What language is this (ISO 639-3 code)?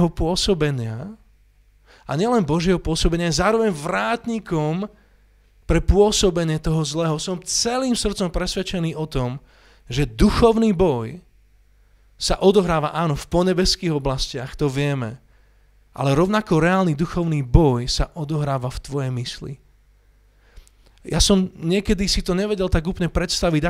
slk